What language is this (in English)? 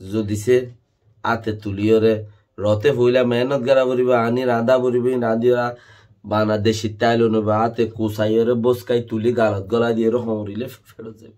Rohingya